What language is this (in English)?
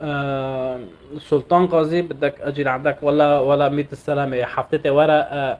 North Levantine Arabic